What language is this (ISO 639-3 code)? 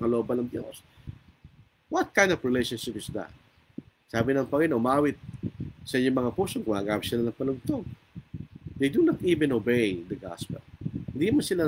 fil